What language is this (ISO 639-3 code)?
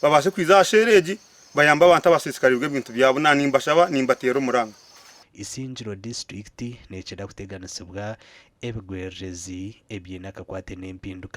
nyn